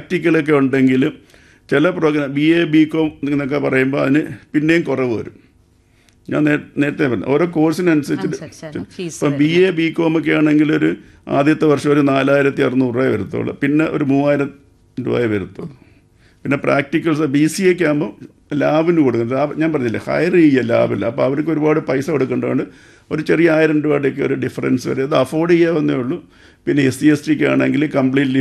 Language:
Malayalam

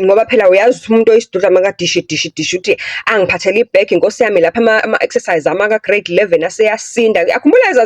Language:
Zulu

